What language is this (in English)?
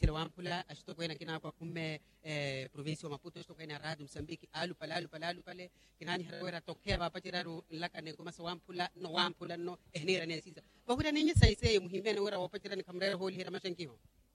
Makhuwa